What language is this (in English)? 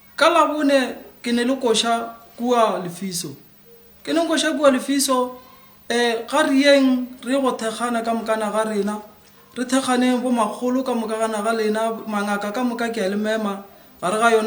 Northern Sotho